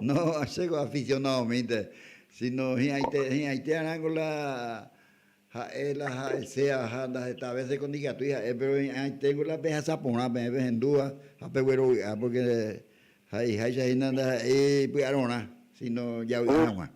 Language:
Guarani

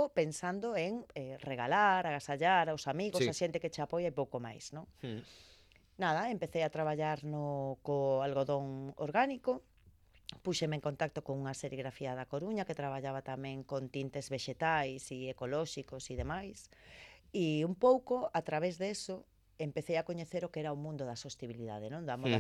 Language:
Galician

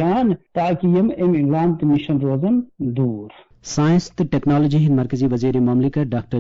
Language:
Kashmiri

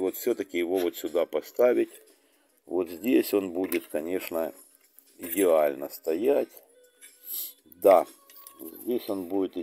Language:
Russian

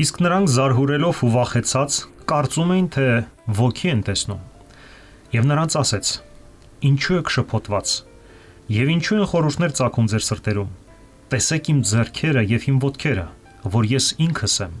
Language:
Armenian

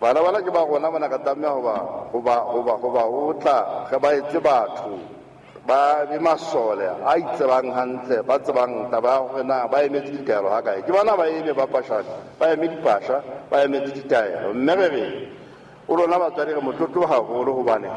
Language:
Southern Sotho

